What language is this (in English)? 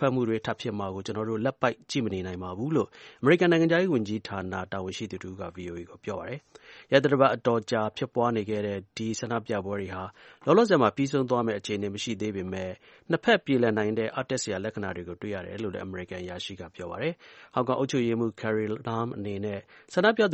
Burmese